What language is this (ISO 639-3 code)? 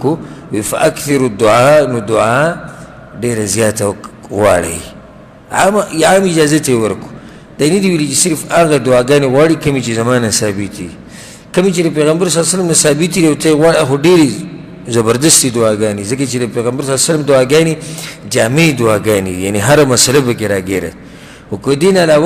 pus